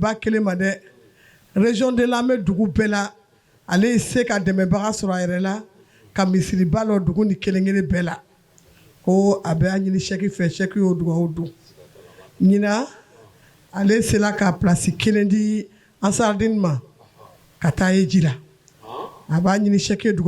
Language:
Bambara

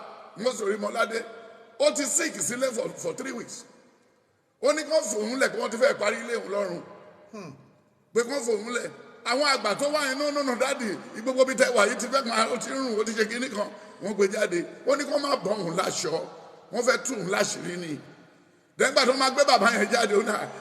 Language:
Yoruba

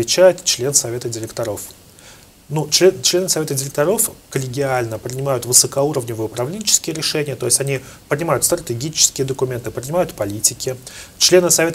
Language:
Russian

